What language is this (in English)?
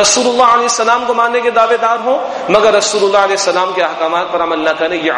Urdu